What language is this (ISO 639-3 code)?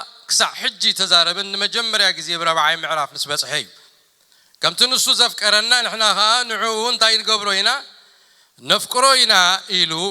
tir